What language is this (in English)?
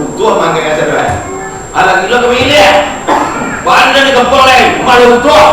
Minangkabau